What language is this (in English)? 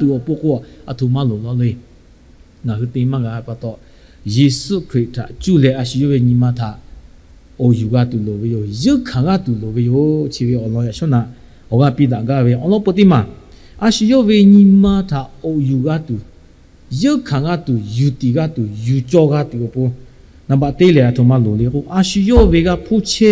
Lahu